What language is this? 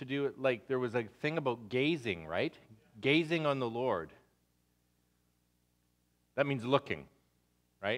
English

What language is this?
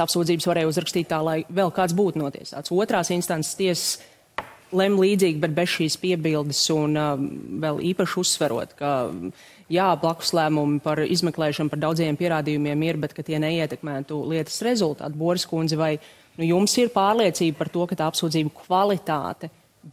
Latvian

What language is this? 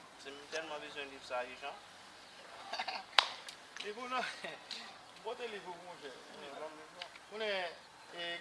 Haitian Creole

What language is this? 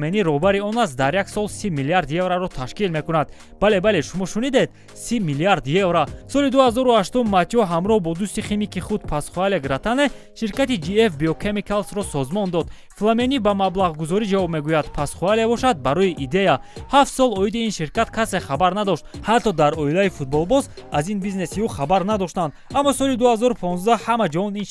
Tajik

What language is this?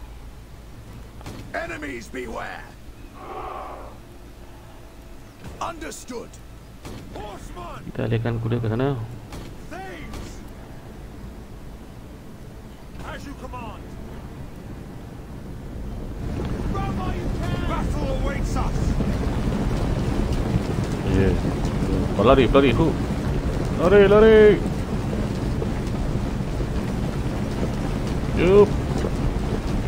Malay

